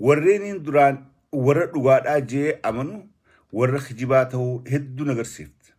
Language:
Oromo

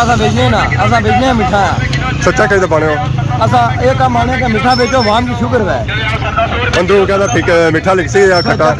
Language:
Pahari-Potwari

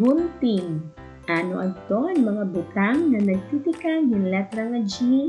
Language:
Waray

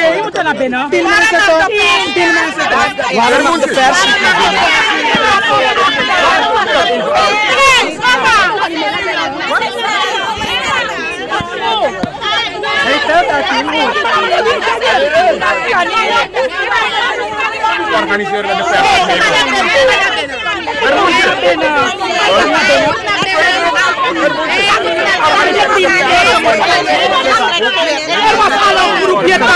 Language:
Dutch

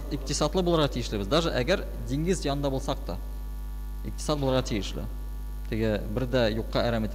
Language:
Tatar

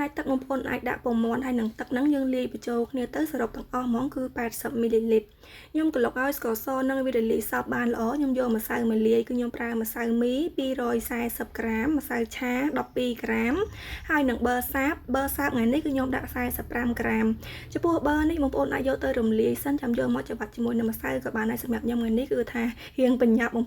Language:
Khmer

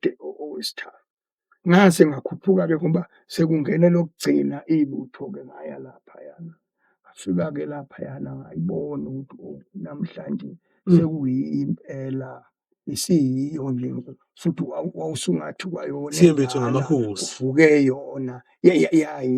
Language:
Zulu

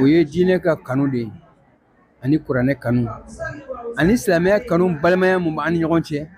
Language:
Bambara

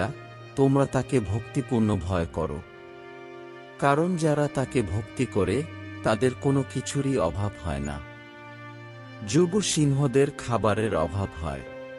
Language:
Bangla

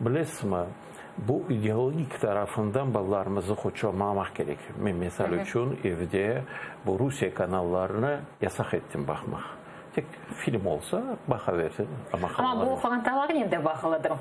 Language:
Crimean Tatar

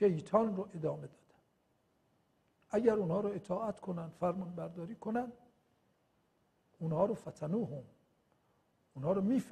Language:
Persian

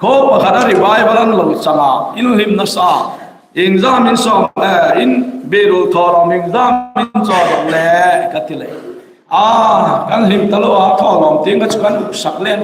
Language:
Hmar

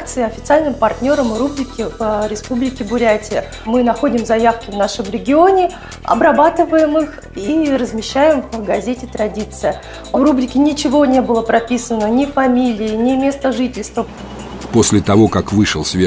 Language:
Russian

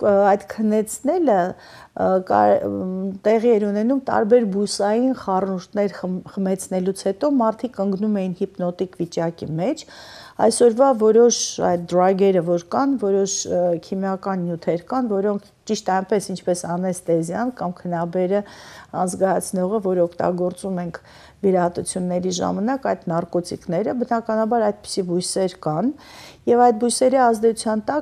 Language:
Armenian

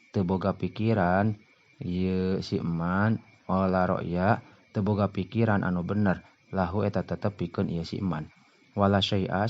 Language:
Sundanese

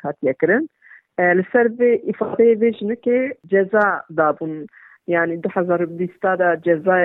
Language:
Kurdish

